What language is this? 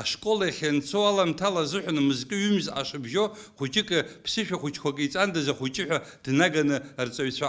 Abkhazian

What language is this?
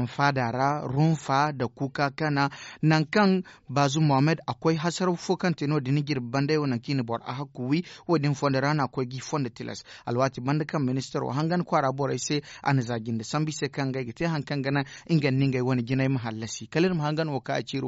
Zarma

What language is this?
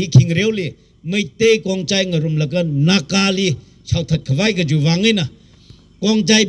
Tangkhul Naga (India)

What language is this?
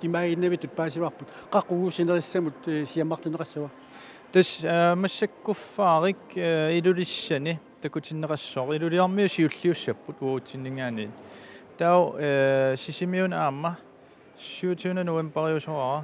Kalaallisut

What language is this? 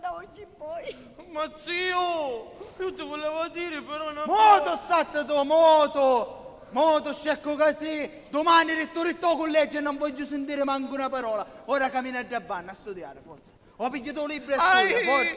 Sicilian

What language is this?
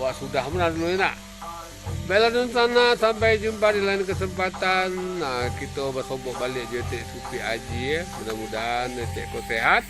Minangkabau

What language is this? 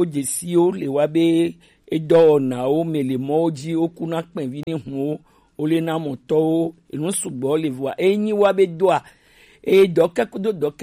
Gen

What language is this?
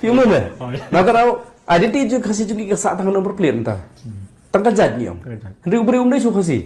Khasi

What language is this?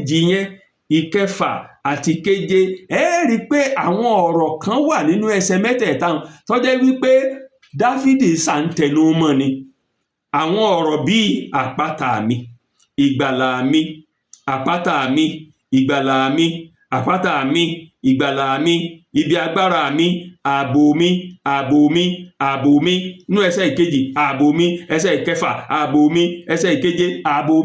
Yoruba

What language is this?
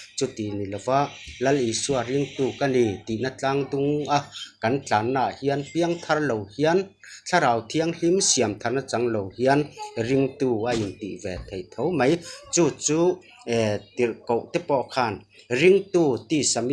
Mizo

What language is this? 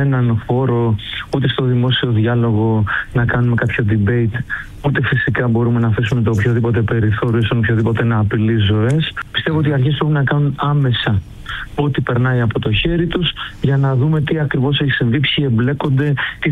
Greek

